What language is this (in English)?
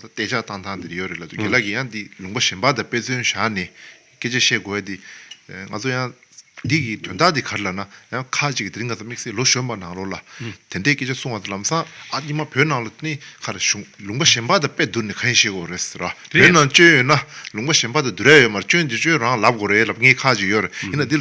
Tibetan